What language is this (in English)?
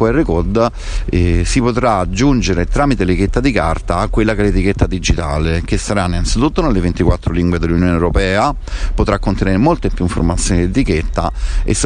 Italian